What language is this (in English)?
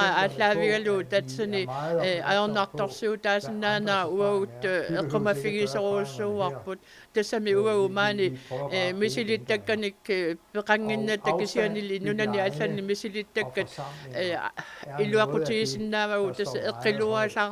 Kalaallisut